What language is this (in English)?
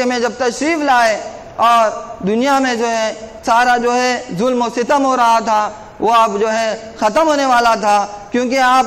Urdu